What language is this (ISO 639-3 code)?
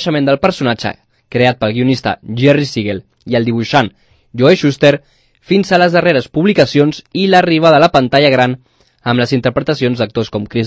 cat